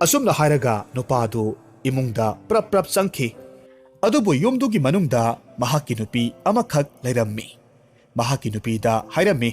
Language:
Manipuri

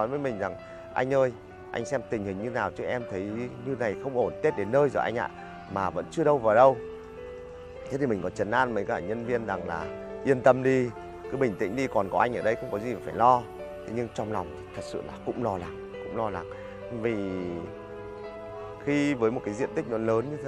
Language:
Vietnamese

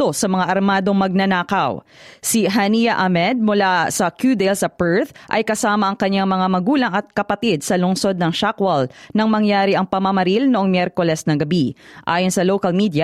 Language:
Filipino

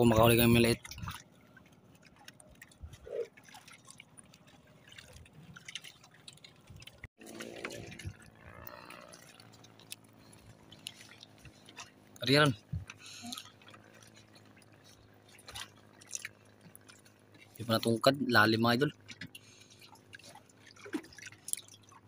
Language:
Filipino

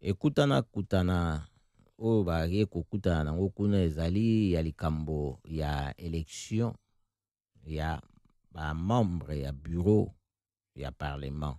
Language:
Lingala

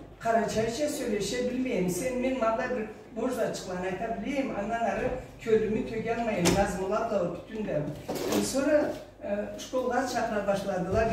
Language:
Karachay-Balkar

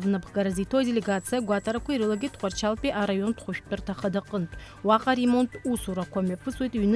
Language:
Abkhazian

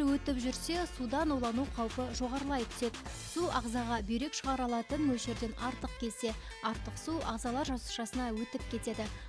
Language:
Kazakh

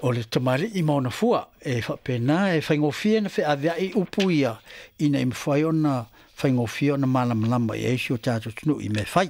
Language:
Samoan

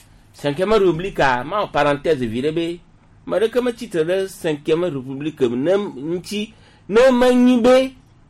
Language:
Gen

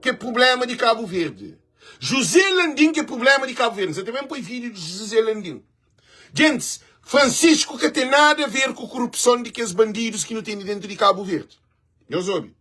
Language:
Kabuverdianu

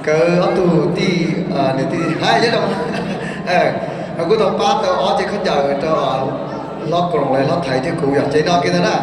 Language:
Hmong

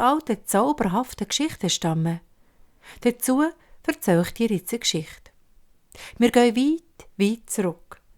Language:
Swiss German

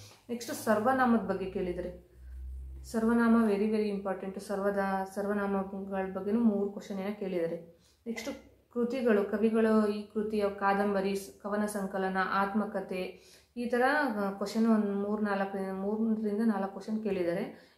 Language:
Kannada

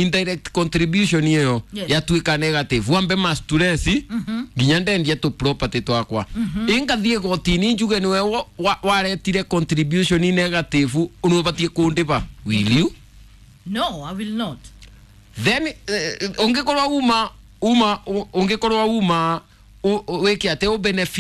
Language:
Kikuyu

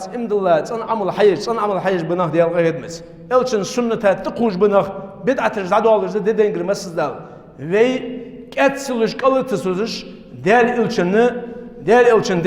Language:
Ingush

